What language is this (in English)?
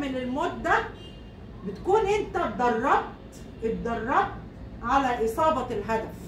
Egyptian Arabic